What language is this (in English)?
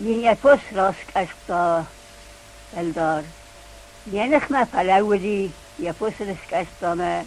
Ossetic